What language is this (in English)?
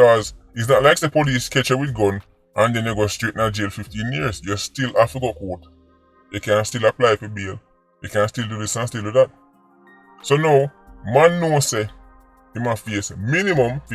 Jamaican Creole English